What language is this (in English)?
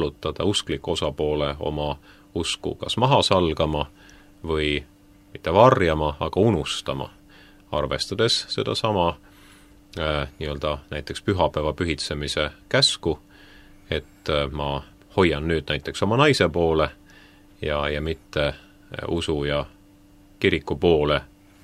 Estonian